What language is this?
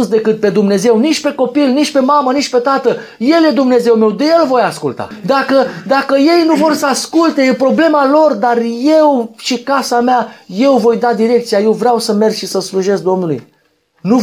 Romanian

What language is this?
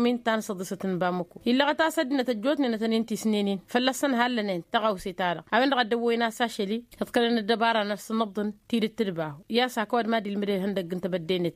Tamasheq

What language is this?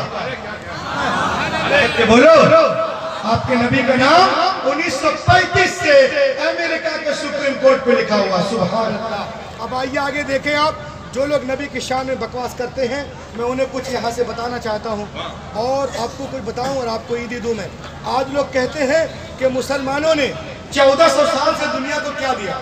Hindi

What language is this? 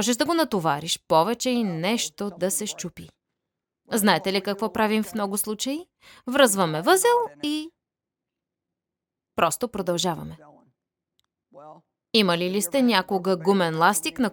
Bulgarian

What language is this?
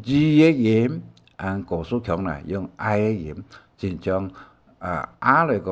Hakka Chinese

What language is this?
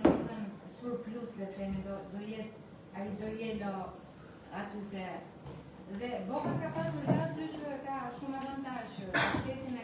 Albanian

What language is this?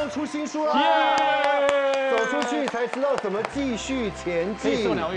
Chinese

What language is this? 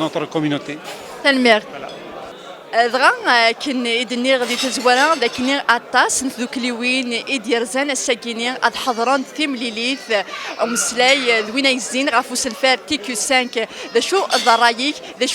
Kabyle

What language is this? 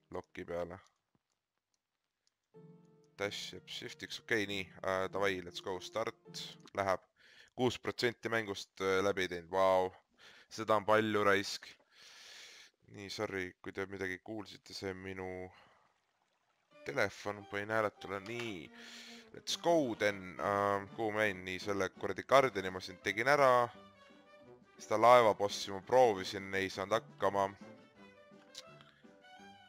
Estonian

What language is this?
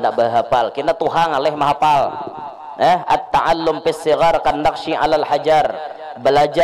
Banjar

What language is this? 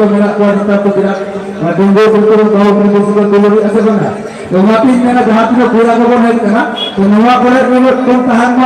Santali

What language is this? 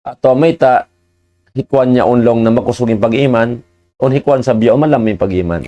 Tausug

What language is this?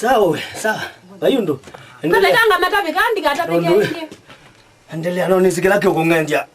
Kamba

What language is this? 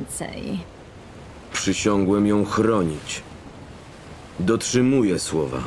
Polish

